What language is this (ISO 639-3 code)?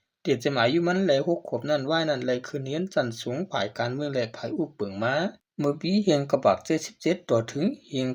shn